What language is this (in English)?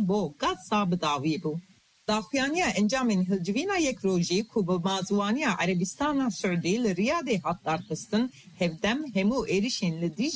Kurdish